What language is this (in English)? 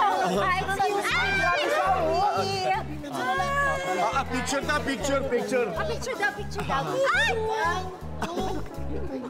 Filipino